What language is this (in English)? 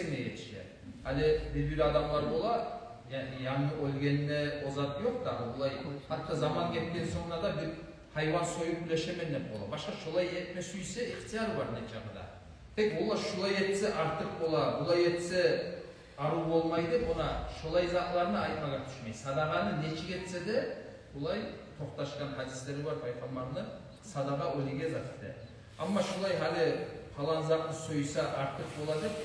Kumyk